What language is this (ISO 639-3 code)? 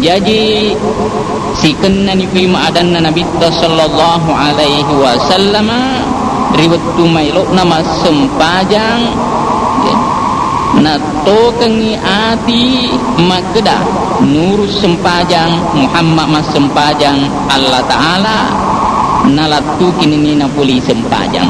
bug